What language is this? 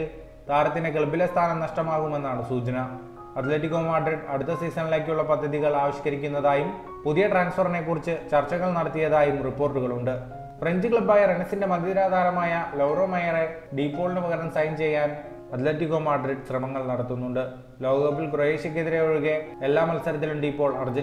Malayalam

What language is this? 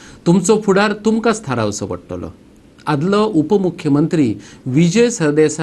Konkani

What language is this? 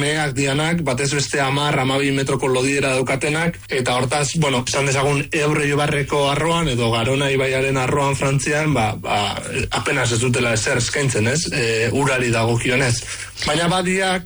Basque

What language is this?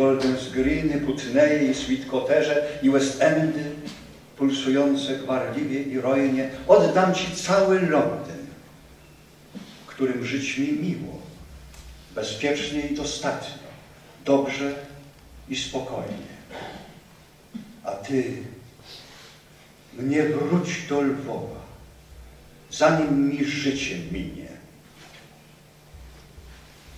Polish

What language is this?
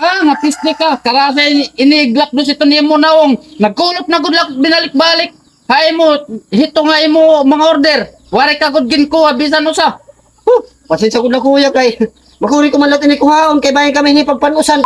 Waray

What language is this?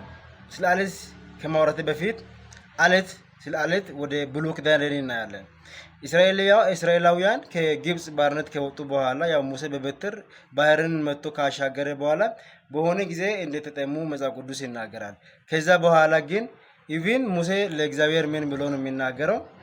Amharic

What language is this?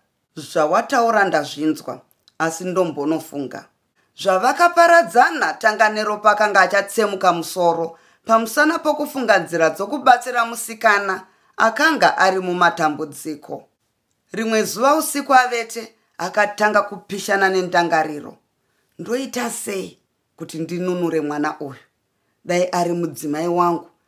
Shona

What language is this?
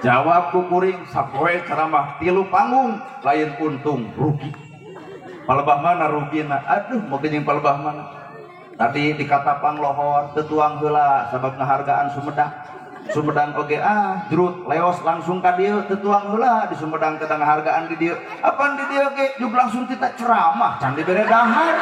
Sundanese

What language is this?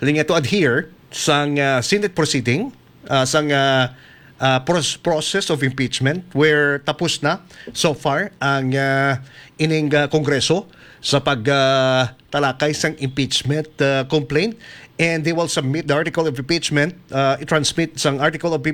Hiligaynon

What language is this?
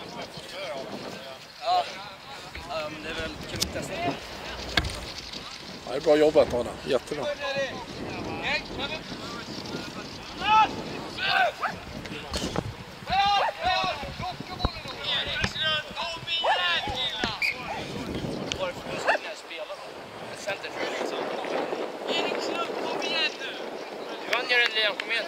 Swedish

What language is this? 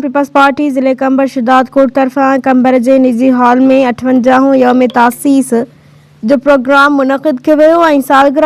Sindhi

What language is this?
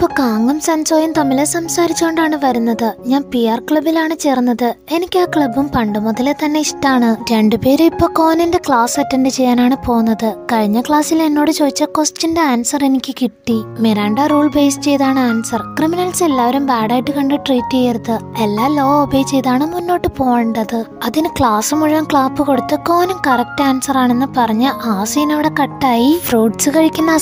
Malayalam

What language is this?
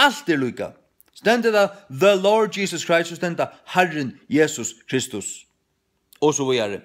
Faroese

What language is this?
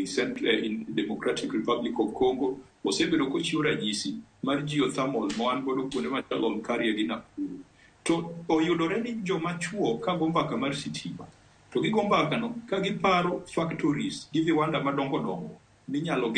Luo (Kenya and Tanzania)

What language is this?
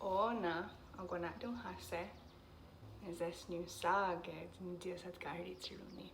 Mohawk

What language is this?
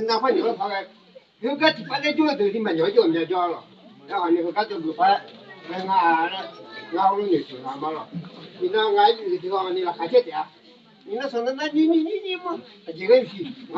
Akha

